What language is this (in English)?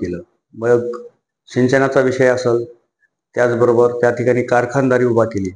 Marathi